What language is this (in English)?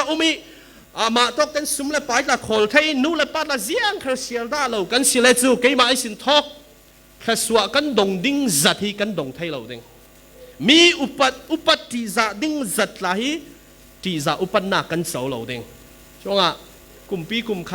Falam Chin